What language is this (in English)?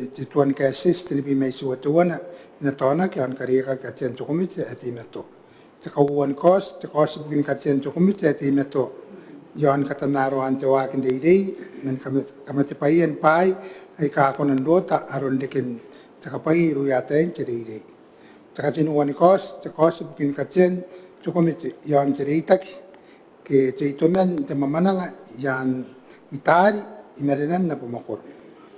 Gilbertese